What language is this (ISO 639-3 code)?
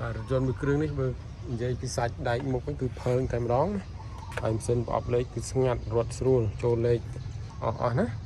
khm